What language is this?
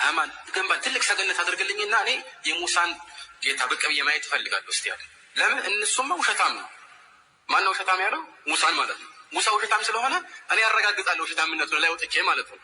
Amharic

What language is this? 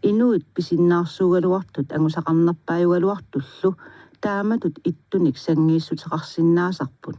Kalaallisut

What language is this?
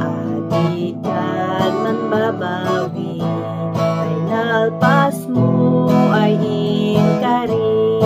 Kankanaey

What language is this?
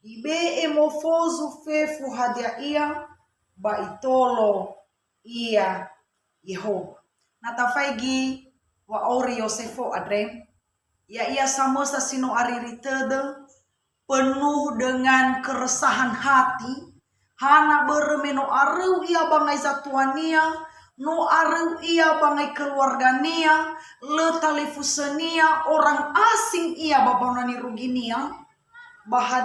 Nias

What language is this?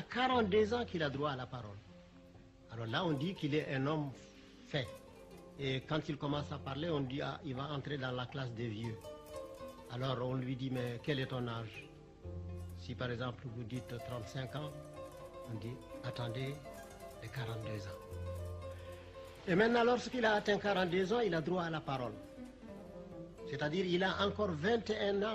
French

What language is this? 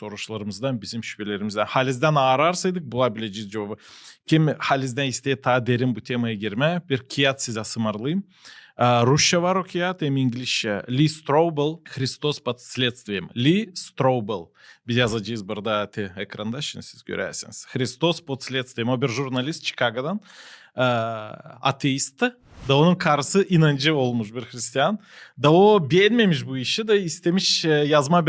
Gagauz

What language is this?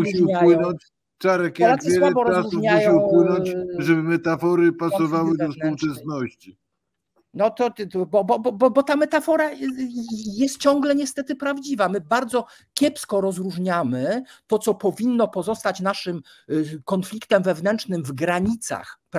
Polish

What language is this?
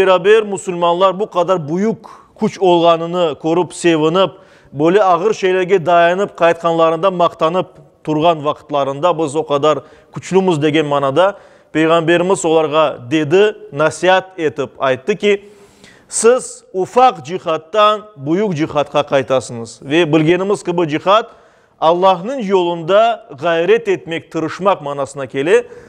Crimean Tatar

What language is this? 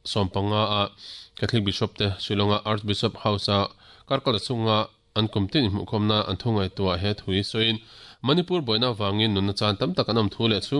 Mizo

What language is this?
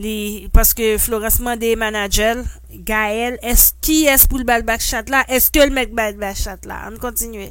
Haitian Creole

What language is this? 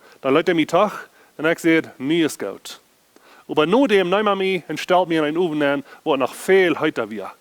Plautdietsch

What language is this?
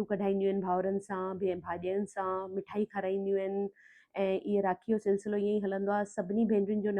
Sindhi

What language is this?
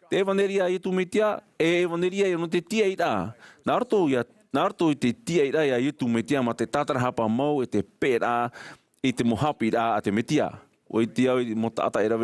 Tahitian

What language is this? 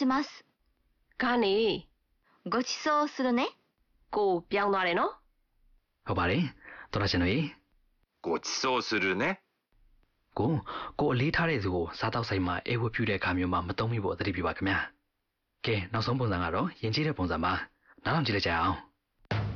Burmese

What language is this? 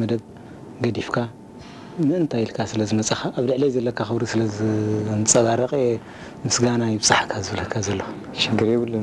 Tigrinya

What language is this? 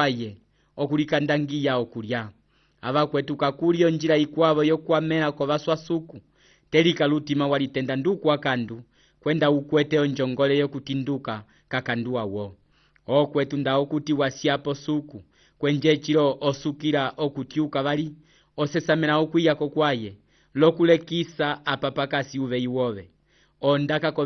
Umbundu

